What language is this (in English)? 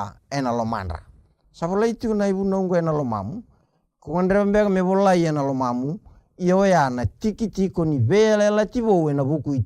Fijian